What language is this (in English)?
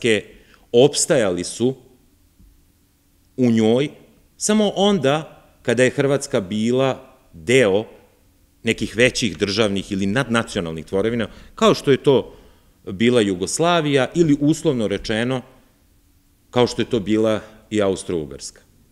Serbian